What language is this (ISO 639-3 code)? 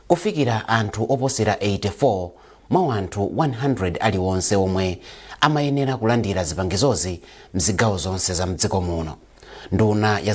nya